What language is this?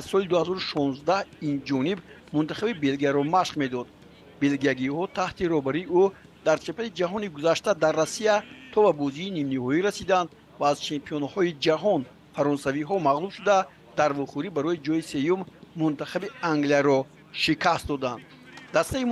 Tajik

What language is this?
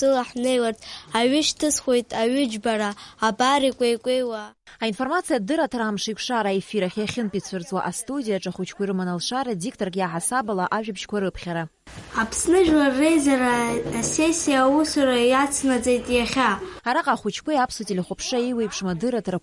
Abkhazian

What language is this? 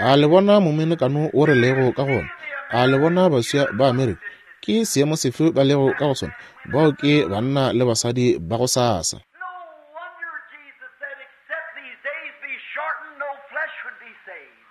Northern Sotho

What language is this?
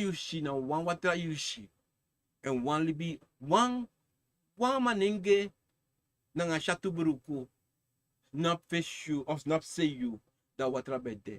Sranan Tongo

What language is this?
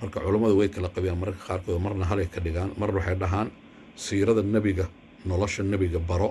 Somali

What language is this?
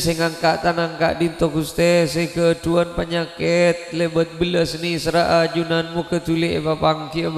Madurese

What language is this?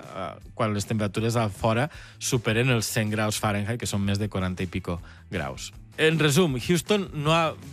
Catalan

